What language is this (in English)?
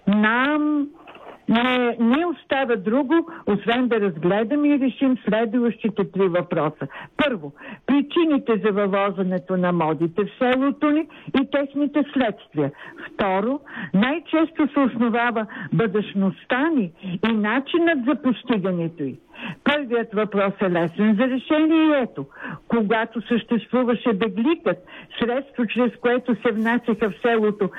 Bulgarian